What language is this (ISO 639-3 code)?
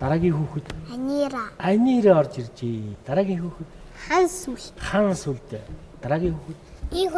mon